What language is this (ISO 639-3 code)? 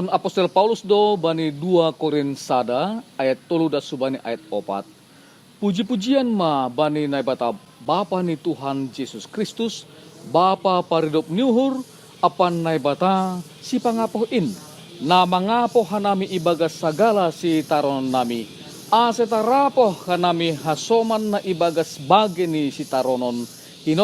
bts